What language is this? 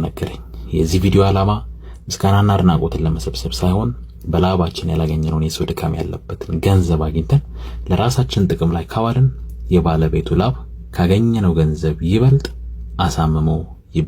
Amharic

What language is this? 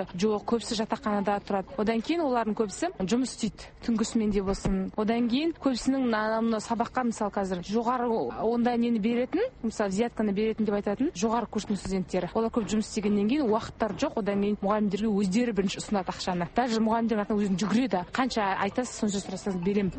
Kazakh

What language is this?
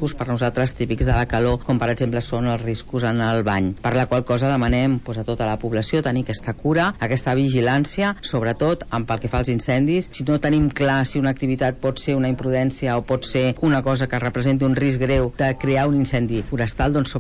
Catalan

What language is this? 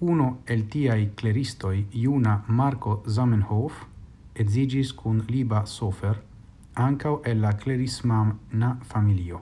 Esperanto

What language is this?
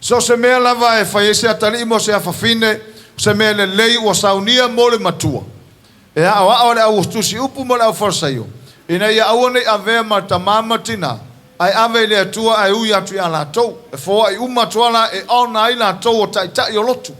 Samoan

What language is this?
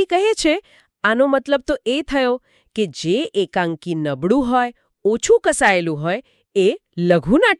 Gujarati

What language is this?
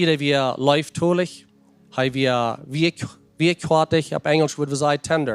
Plautdietsch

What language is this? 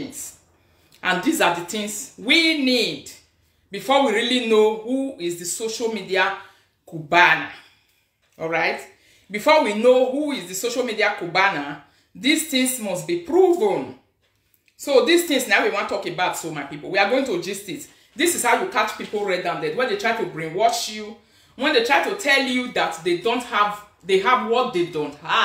Nigerian Pidgin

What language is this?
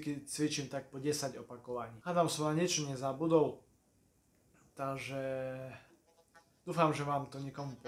Slovak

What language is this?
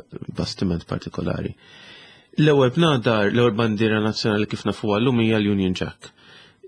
Maltese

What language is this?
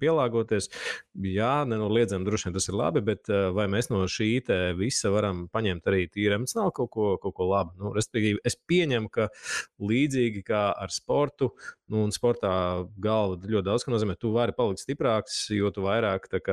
Latvian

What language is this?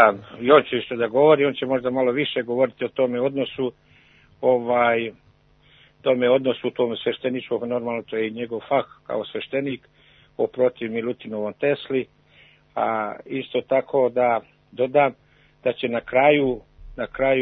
Serbian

